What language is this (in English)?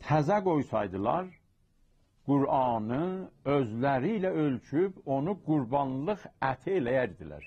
South Azerbaijani